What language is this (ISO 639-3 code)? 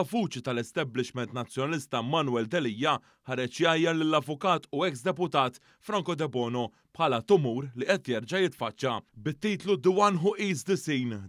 mlt